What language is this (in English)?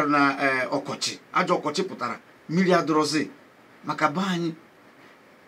Igbo